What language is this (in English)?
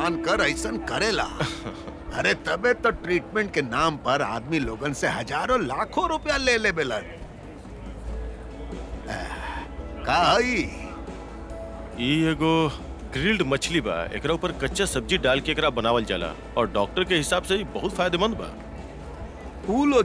Bhojpuri